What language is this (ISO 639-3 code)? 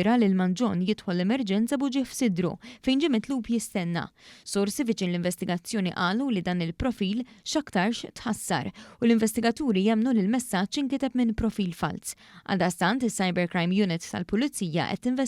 mlt